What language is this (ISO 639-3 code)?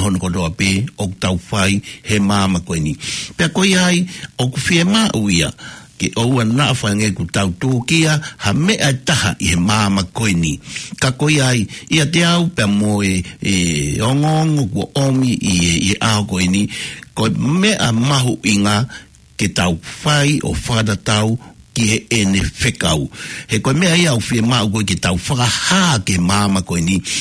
ton